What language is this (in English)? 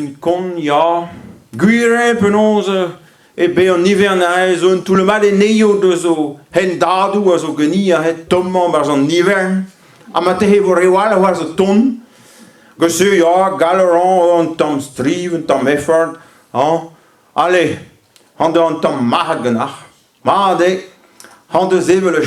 Breton